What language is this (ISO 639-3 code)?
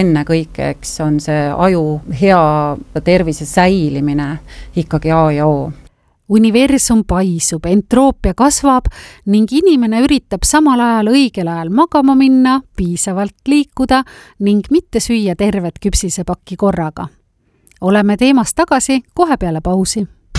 est